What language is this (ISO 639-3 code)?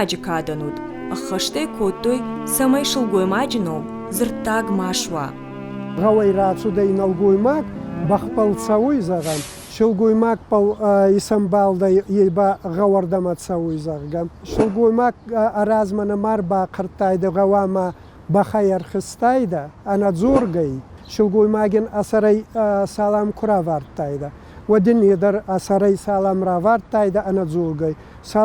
oss